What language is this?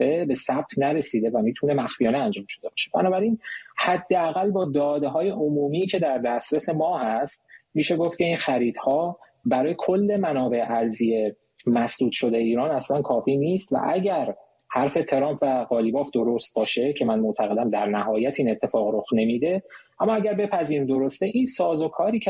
Persian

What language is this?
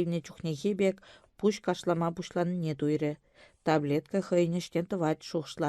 Chuvash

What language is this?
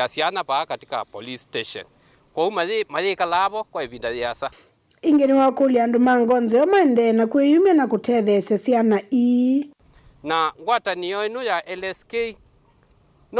Kamba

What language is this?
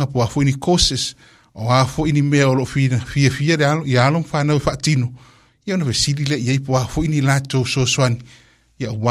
Samoan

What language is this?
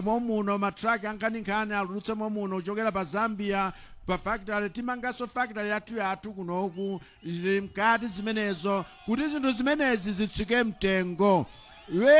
Nyanja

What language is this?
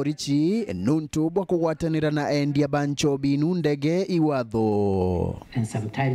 Meru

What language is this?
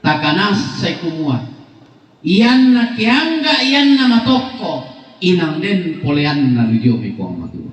Toraja-Sa'dan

